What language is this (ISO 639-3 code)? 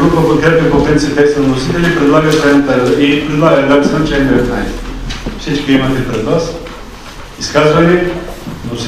bul